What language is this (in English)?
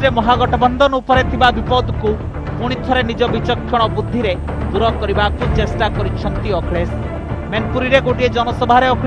Odia